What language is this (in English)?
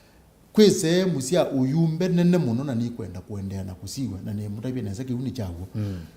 Kamba